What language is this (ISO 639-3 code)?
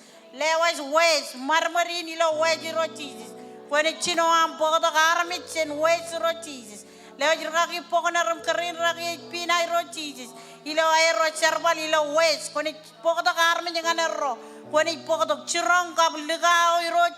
mah